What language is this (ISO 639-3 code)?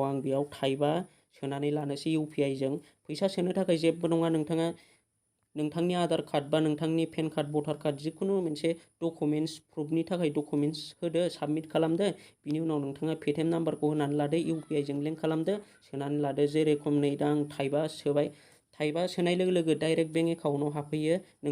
brx